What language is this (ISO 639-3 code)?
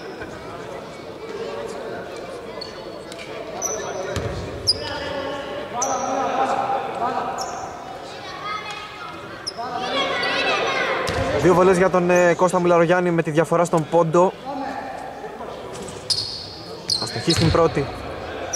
ell